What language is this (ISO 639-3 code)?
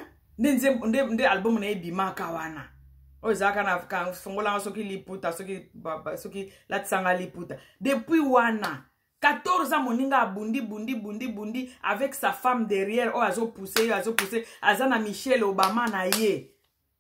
lin